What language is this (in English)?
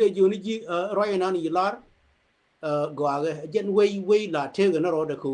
Nuer